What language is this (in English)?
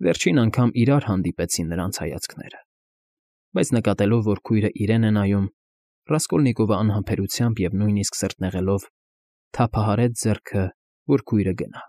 Armenian